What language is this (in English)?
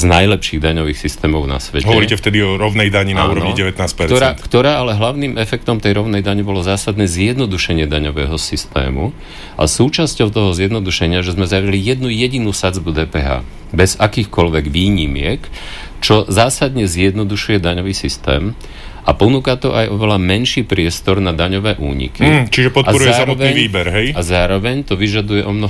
Slovak